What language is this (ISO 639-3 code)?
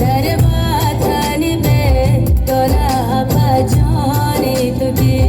tgk